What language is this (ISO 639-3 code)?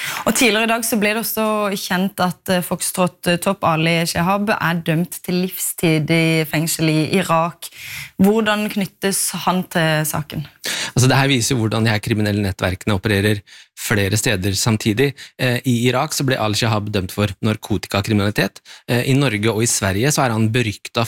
nor